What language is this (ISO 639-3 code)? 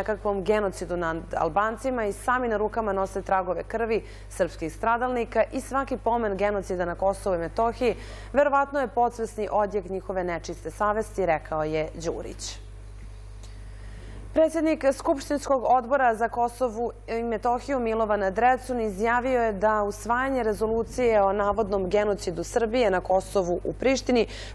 srp